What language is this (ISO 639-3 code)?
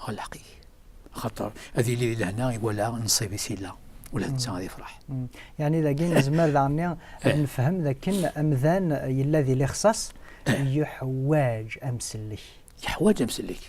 kab